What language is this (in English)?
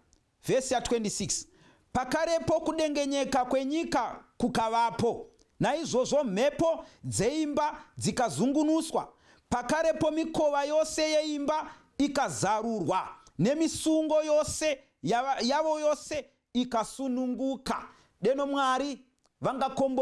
Shona